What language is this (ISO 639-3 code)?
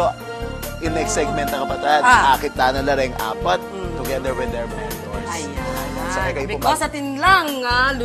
pam